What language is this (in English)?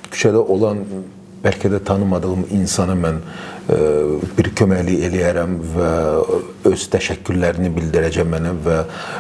Azerbaijani